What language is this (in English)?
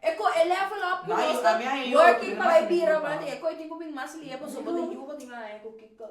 Papiamento